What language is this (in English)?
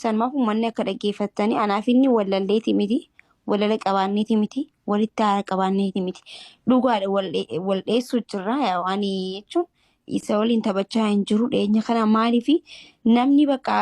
Oromo